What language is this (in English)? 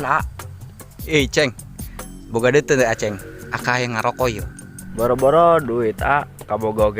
Sundanese